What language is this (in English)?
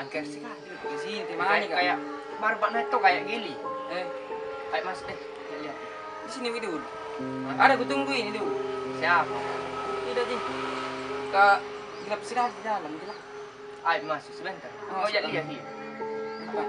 Makassar Malay